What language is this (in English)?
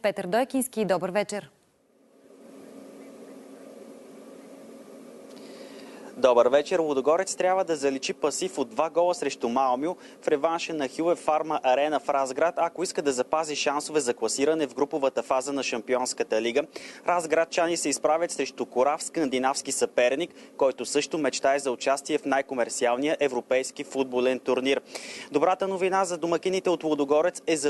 Bulgarian